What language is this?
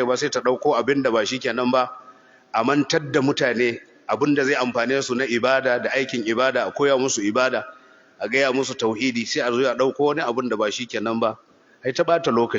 Hausa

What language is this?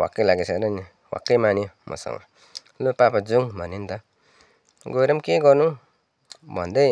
Nepali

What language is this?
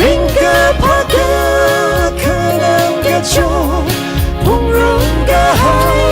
Tangkhul Naga (India)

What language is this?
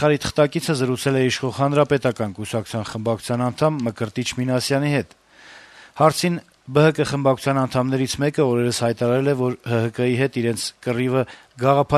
Armenian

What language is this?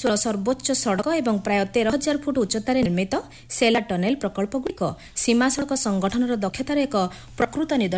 Odia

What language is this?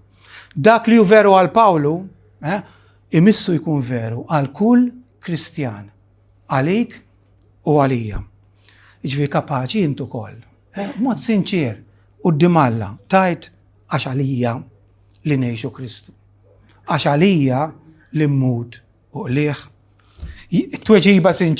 Maltese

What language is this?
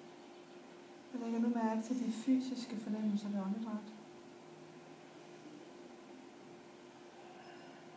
Danish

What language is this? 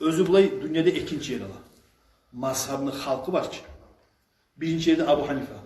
Kumyk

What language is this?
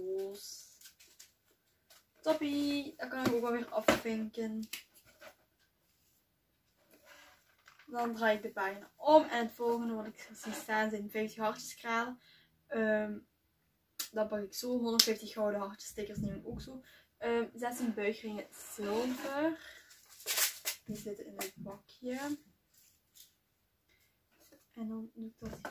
Dutch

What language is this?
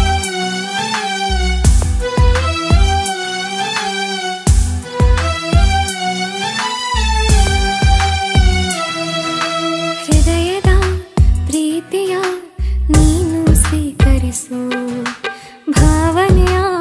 Kannada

